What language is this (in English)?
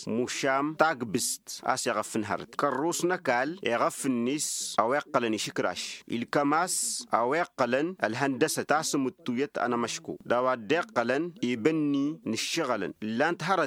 Tamasheq